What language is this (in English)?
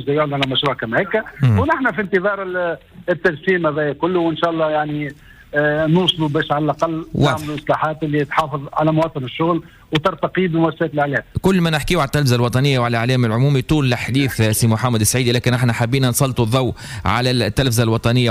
Tunisian Arabic